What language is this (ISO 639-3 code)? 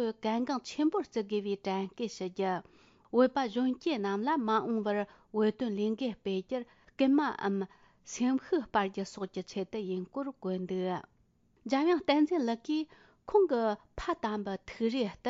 bod